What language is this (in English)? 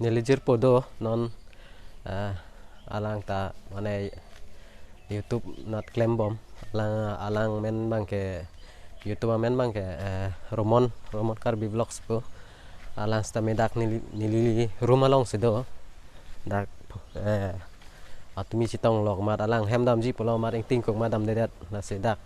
Karbi